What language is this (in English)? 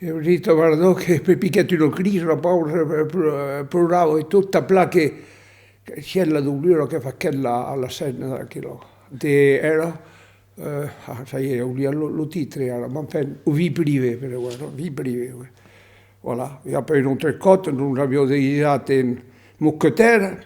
Occitan